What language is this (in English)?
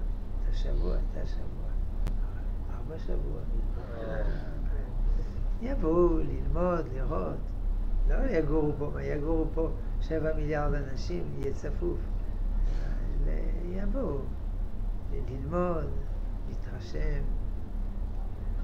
Hebrew